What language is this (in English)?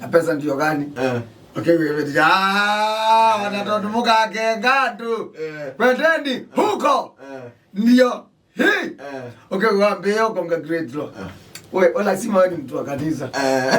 Kamba